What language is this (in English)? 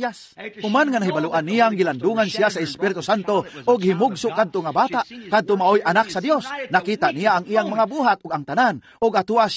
Cebuano